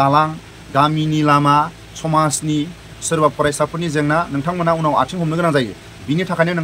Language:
Bodo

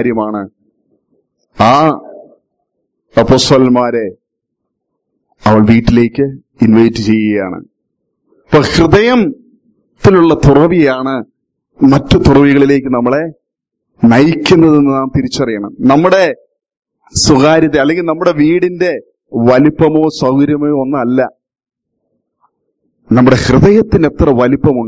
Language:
Malayalam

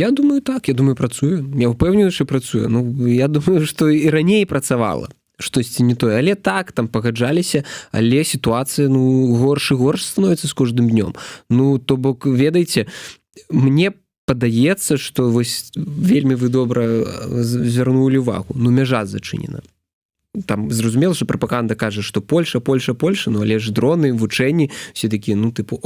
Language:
Belarusian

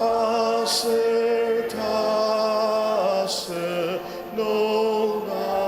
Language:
Ao Naga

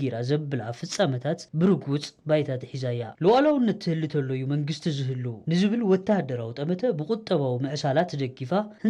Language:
Tigrinya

